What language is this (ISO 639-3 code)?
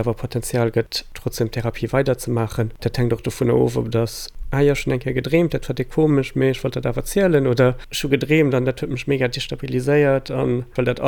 ltz